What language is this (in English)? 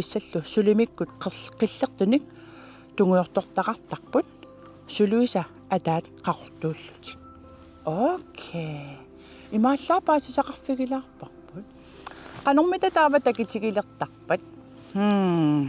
Kalaallisut